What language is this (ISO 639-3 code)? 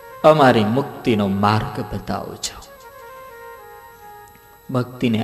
guj